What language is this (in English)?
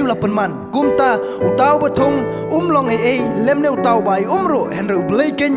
Khasi